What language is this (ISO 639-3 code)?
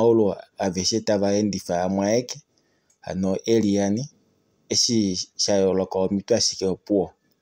kua